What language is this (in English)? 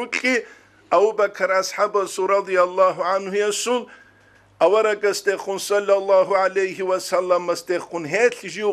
Avaric